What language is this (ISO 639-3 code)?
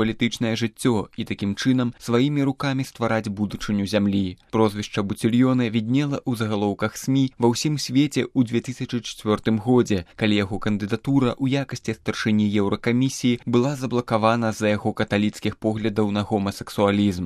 bel